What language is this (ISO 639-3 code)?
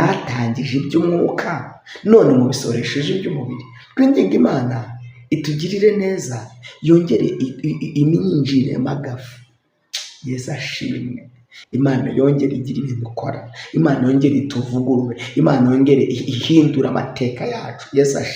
kin